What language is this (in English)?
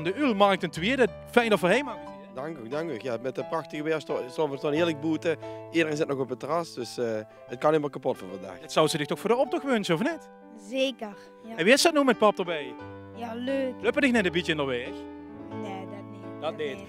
Limburgish